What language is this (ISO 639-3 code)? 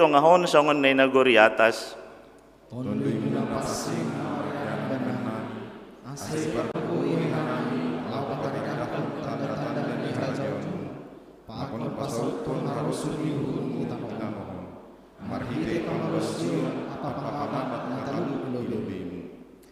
bts